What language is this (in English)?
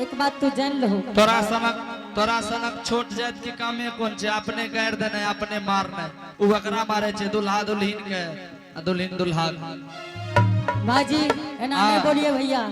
Angika